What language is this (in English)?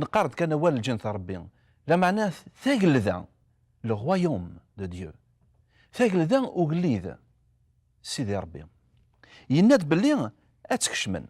Kabyle